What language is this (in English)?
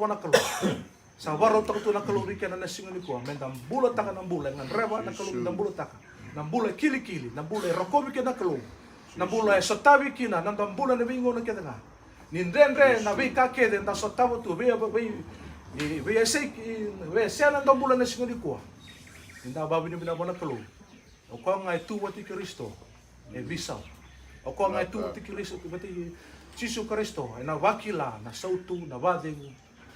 Fijian